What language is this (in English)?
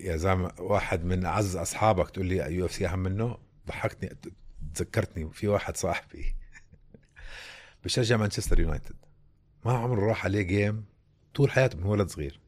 North Levantine Arabic